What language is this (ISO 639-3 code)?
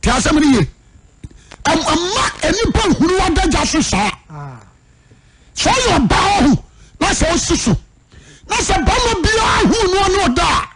aka